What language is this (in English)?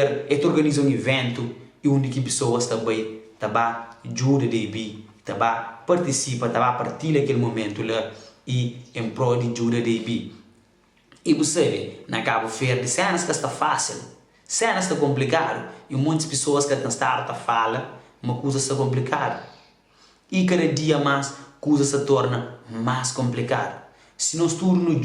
Kabuverdianu